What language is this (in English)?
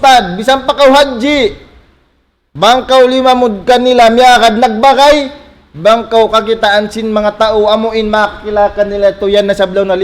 Tausug